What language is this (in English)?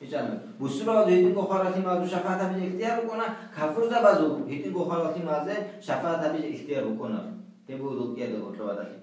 Avaric